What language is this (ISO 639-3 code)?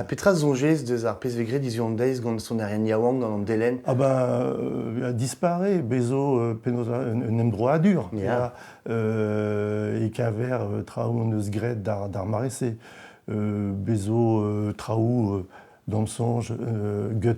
bre